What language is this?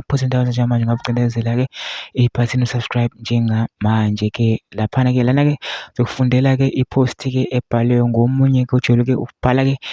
Zulu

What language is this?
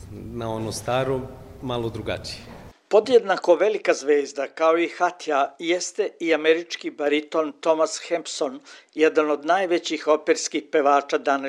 Serbian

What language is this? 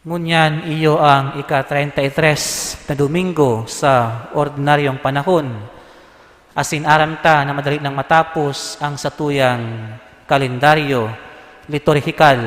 Bikol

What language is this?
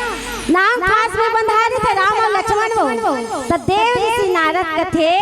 Chhattisgarhi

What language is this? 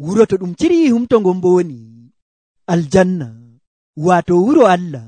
Nigerian Fulfulde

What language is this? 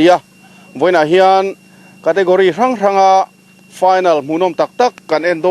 Mizo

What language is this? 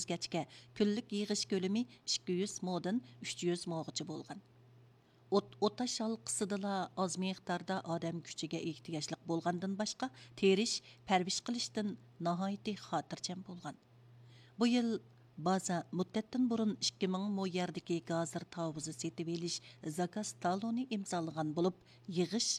Uyghur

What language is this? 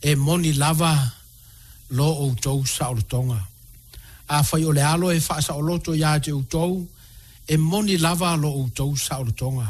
Samoan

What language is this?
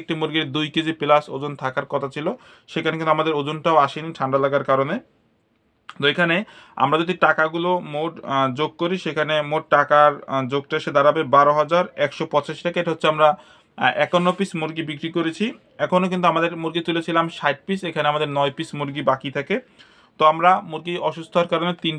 Bangla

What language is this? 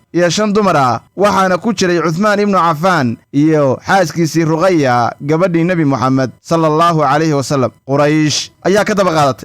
Somali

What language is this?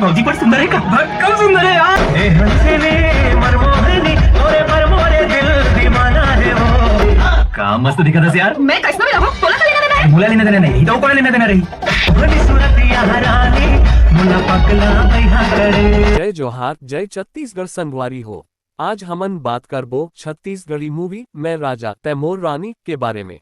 Chhattisgarhi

